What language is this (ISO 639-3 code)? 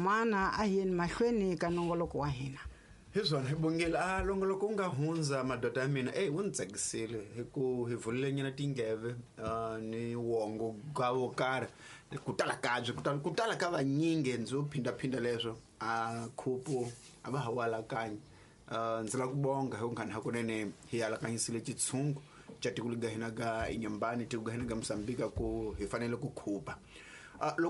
tso